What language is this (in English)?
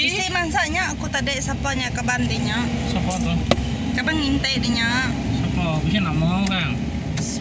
Iban